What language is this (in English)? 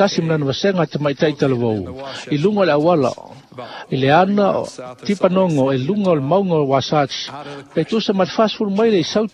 Samoan